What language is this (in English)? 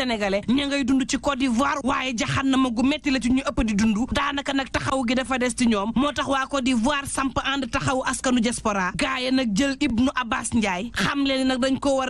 Wolof